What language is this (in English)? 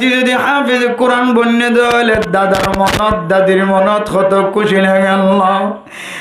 Rohingya